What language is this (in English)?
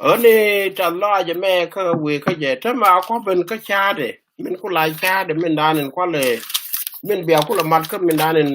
Nuer